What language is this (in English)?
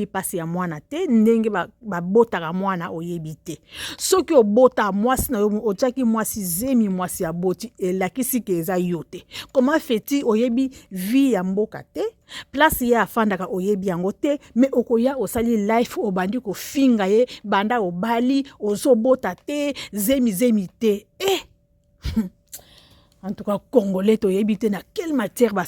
Lingala